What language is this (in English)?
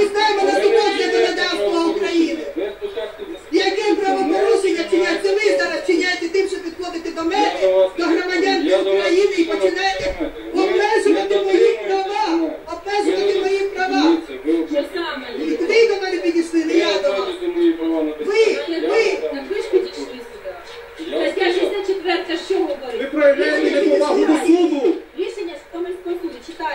Ukrainian